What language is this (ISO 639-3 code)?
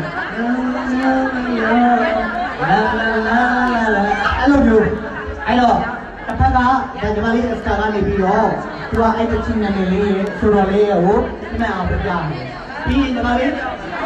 mya